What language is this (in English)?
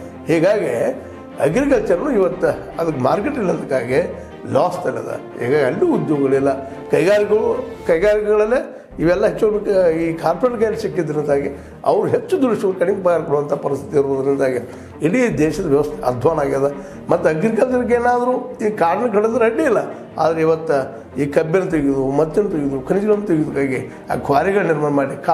Kannada